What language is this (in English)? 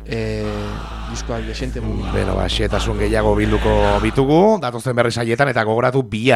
Basque